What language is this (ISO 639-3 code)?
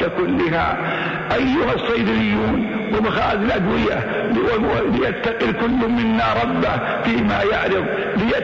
ara